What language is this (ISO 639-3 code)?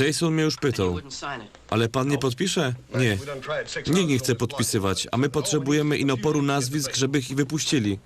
szl